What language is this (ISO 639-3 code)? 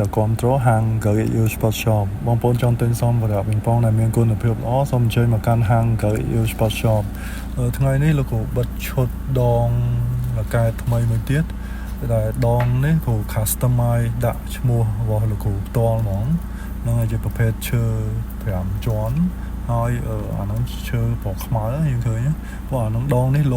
khm